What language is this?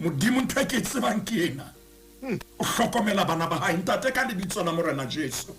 Southern Sotho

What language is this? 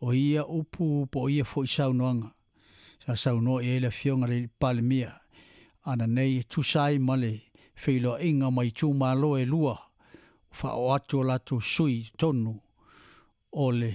Samoan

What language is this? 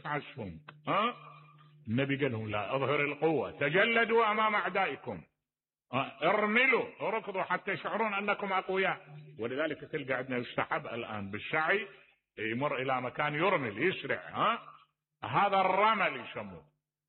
Mesopotamian Arabic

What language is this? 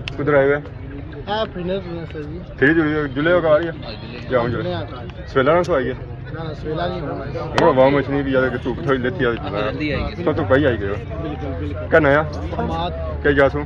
Pahari-Potwari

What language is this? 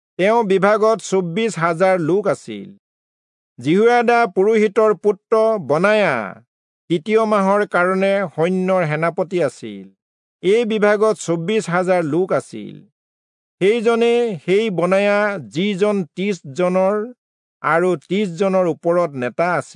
Assamese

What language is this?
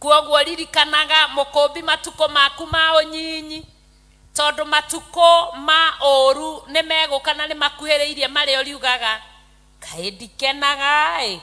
Kikuyu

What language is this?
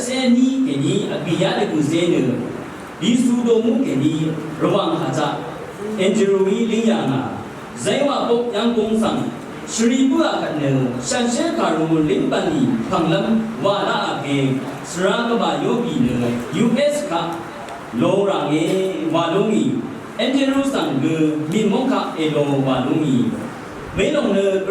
Rawang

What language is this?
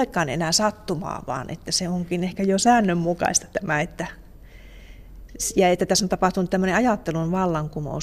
Finnish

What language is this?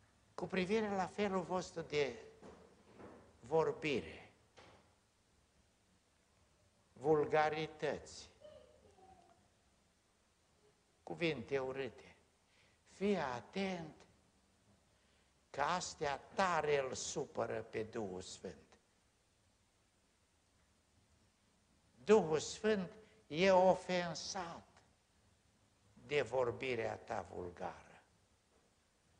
Romanian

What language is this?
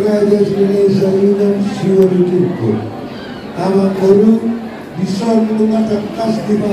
Batak Toba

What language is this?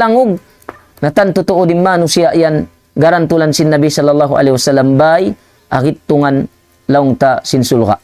Tausug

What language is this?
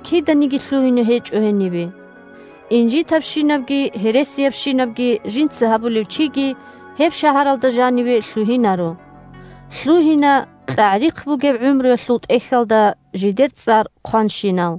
Avaric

